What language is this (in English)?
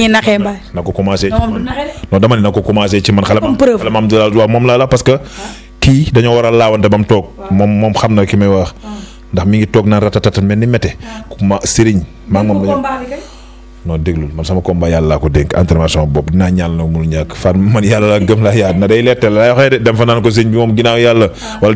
Wolof